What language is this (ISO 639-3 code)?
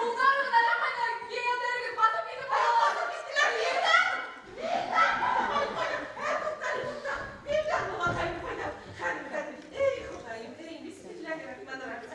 bak